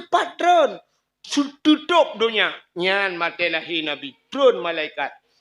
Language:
Achinese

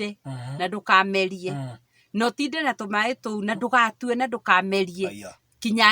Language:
Kikuyu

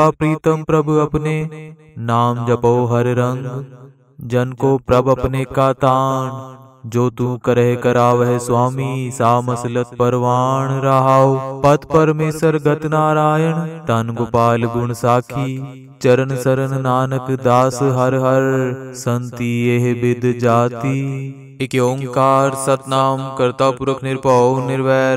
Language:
Punjabi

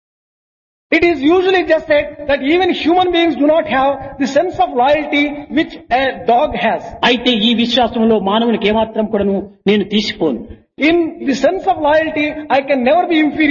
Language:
Telugu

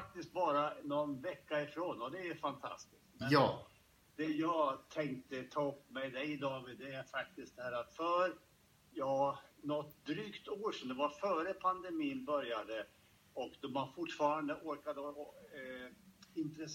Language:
Swedish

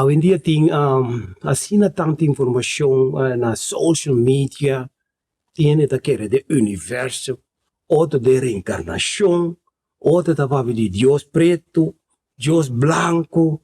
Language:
Papiamento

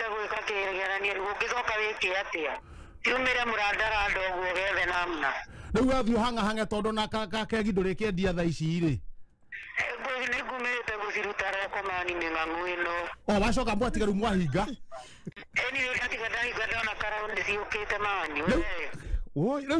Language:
Kikuyu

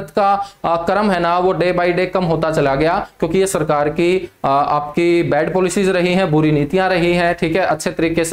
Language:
Hindi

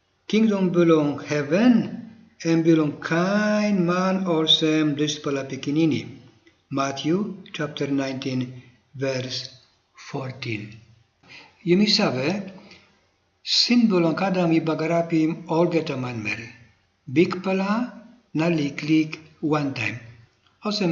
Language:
Tok Pisin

